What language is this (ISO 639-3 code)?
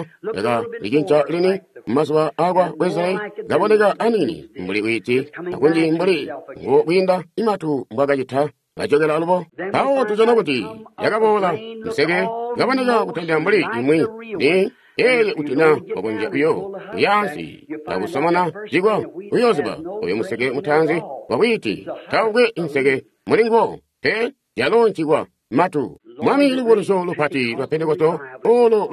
toi